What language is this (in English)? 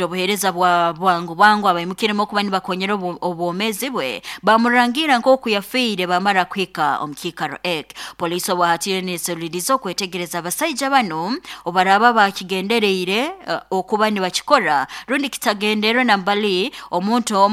Nyoro